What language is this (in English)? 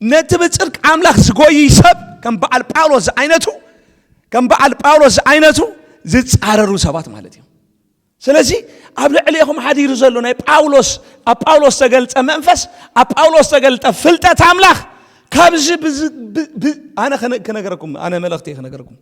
Tigrinya